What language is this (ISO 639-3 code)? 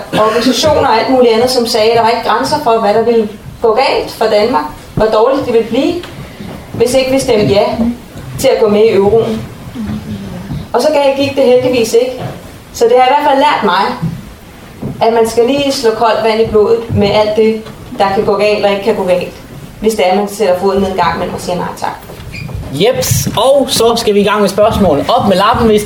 dan